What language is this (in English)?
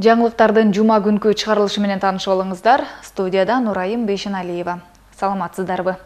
Kyrgyz